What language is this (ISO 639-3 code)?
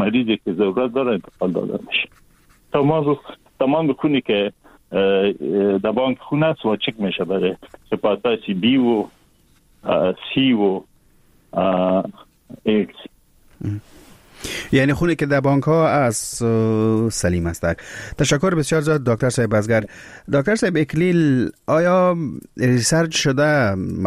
fas